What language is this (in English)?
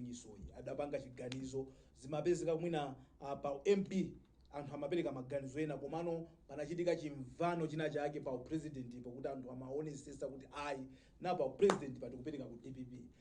Nyanja